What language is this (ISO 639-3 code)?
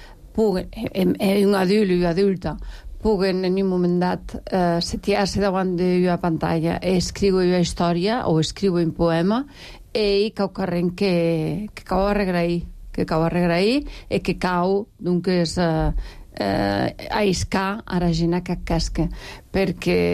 cat